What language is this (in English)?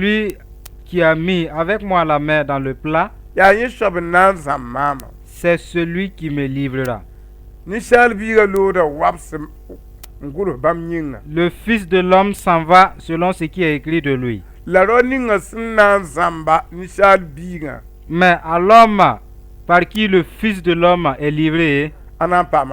Mossi